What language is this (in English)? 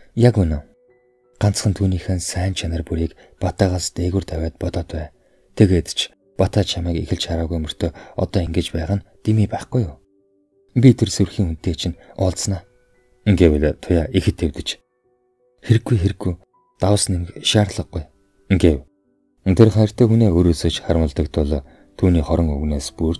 Mongolian